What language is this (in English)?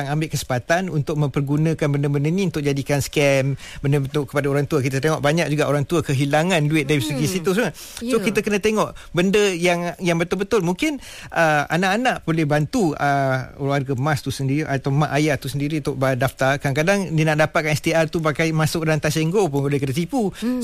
Malay